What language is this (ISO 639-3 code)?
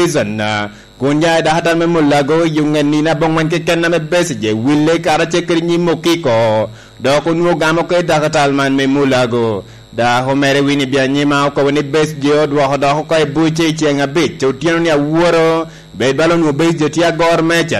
laj